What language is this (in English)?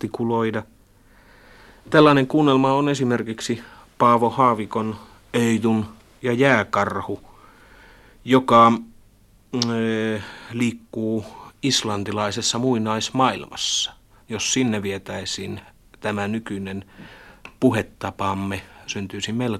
Finnish